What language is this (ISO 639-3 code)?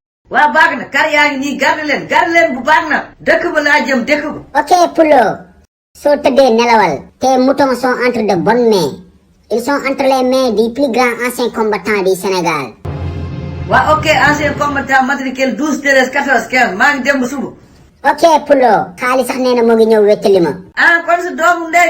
wol